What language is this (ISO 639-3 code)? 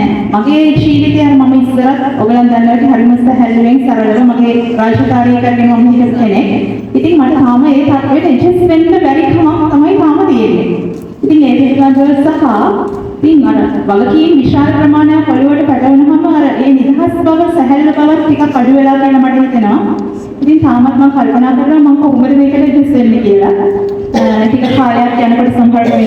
sin